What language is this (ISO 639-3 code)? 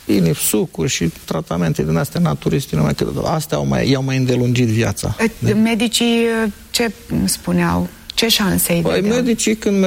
ron